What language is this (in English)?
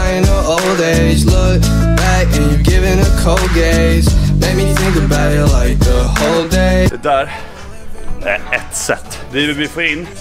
Swedish